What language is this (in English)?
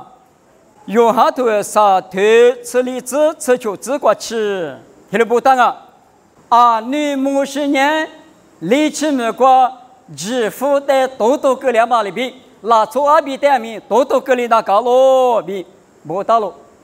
Lisu